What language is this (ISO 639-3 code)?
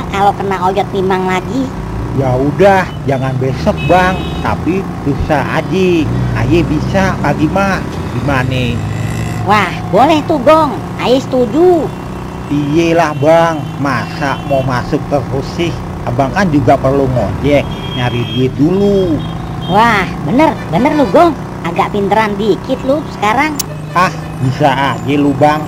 bew